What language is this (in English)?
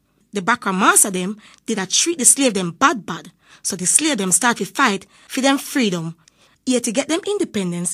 Jamaican Creole English